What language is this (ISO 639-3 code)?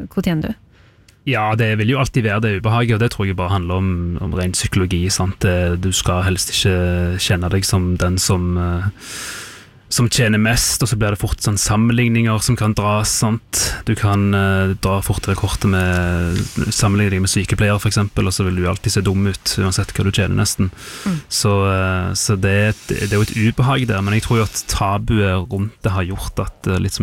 nor